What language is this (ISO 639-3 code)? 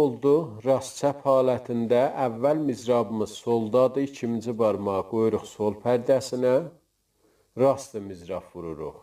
azb